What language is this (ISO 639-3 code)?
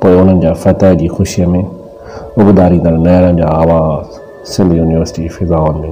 snd